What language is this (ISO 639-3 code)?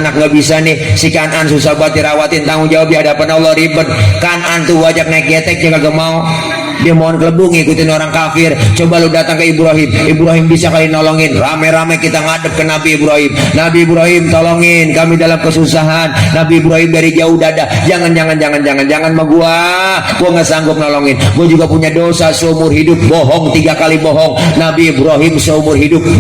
bew